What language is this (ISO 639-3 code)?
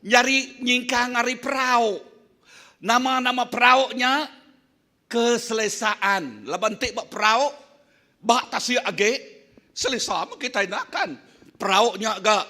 iba